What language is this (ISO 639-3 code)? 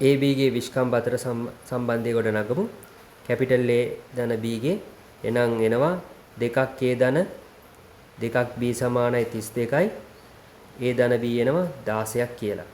sin